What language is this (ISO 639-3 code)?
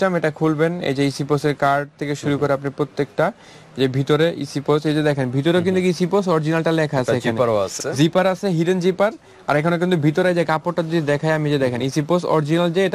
ben